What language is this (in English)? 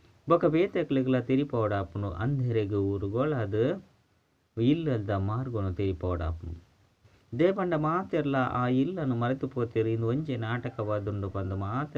Tulu